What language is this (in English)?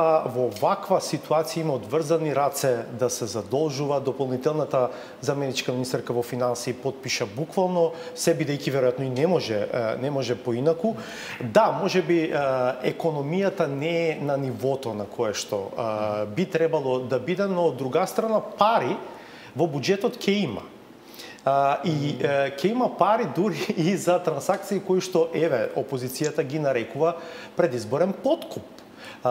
Macedonian